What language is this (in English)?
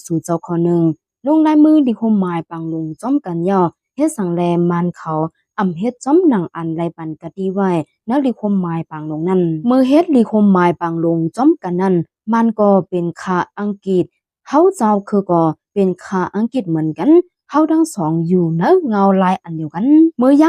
Shan